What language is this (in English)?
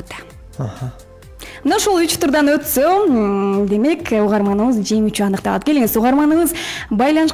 Kyrgyz